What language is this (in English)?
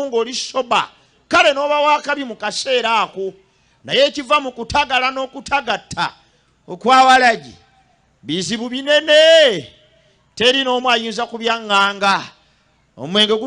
Ganda